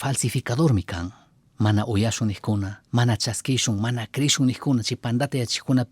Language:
Chimborazo Highland Quichua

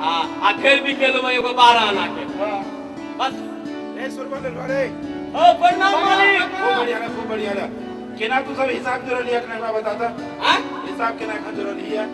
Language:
Maithili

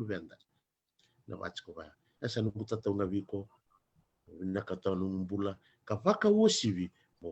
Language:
Fijian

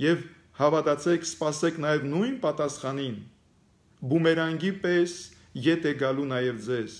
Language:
Armenian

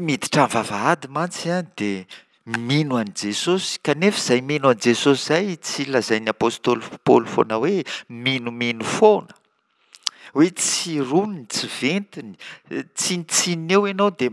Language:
Malagasy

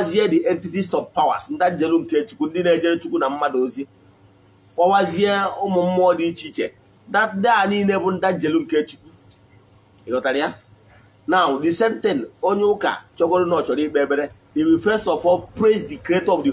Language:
Igbo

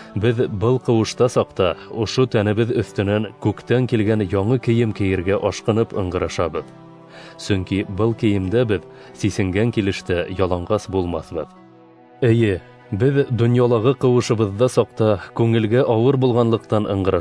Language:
Bashkir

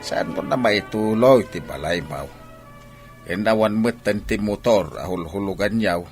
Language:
Iloko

